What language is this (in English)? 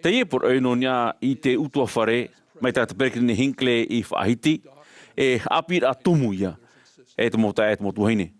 Tahitian